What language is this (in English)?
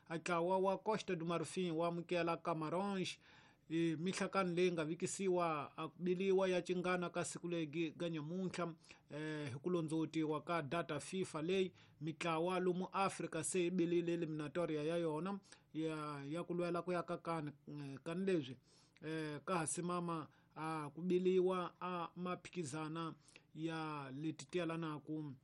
Tsonga